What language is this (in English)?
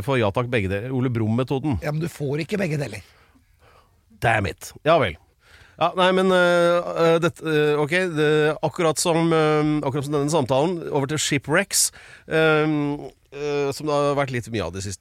Norwegian